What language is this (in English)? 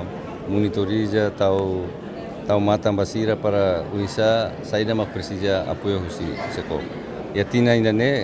Tetum